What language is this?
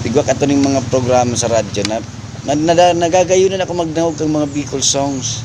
Bikol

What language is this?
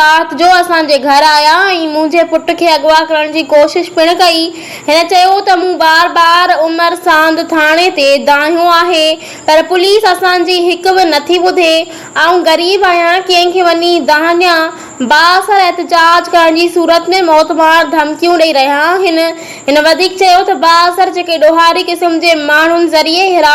Sindhi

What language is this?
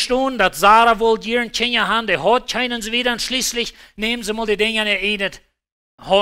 Plautdietsch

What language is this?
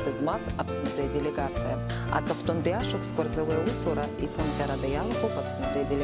Abkhazian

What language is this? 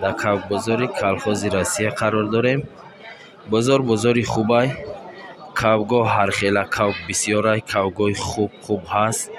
Tajik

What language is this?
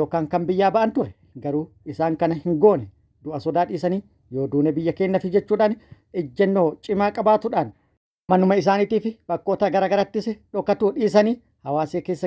Oromo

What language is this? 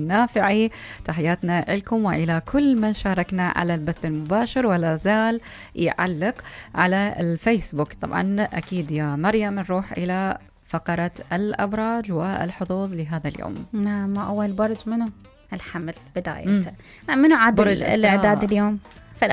Mesopotamian Arabic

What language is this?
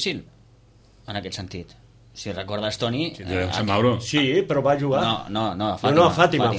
Catalan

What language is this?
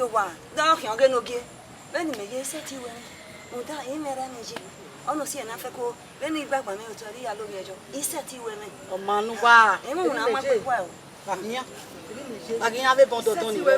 Bini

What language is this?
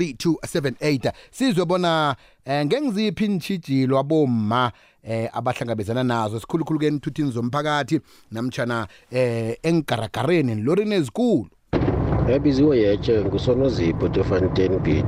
South Ndebele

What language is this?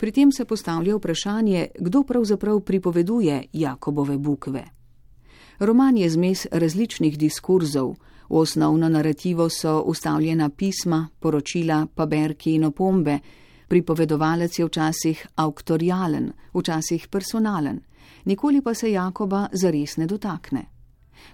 Slovenian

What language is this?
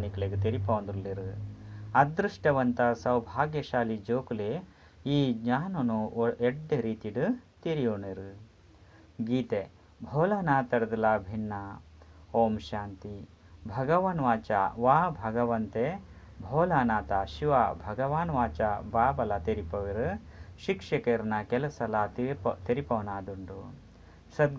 Tulu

